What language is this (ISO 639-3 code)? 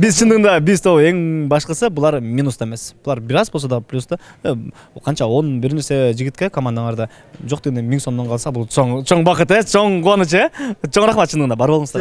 kir